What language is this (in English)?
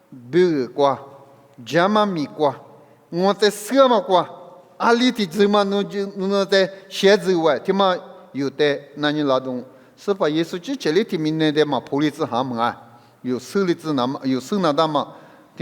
Lisu